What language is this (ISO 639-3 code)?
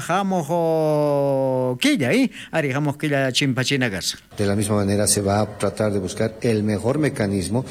quh